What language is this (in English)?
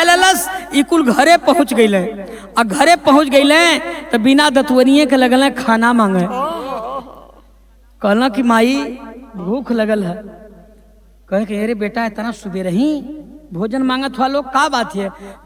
Bhojpuri